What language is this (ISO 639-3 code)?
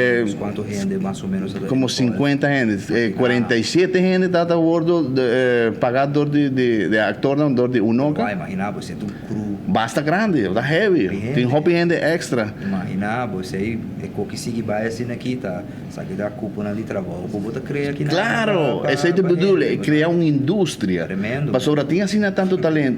pap